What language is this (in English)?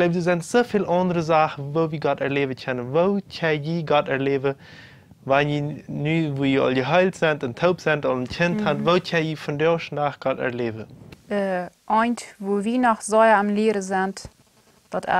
Plautdietsch